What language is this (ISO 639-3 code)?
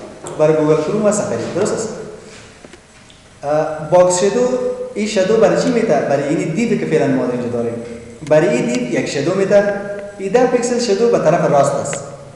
fas